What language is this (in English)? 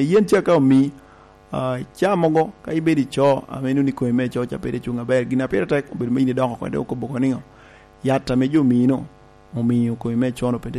Lango (Uganda)